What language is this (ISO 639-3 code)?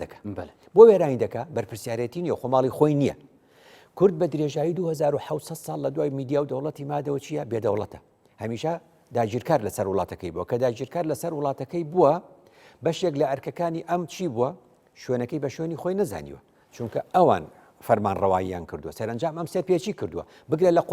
ckb